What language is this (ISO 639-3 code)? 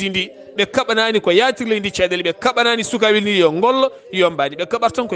ful